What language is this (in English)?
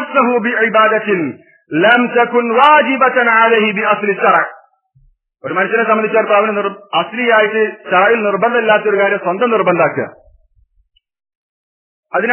Malayalam